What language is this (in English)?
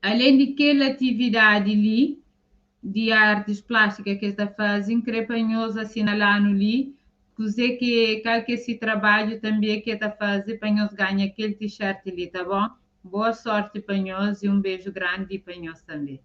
Kabuverdianu